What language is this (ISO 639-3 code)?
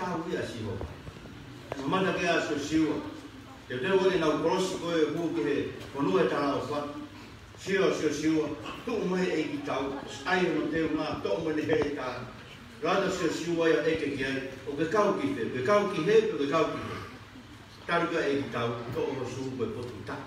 ton